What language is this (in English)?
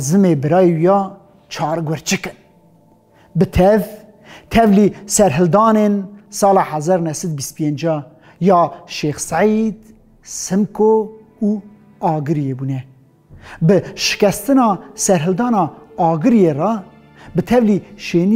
Kurdish